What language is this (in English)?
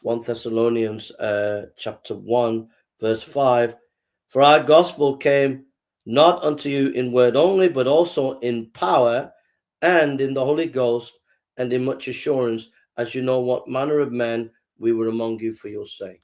English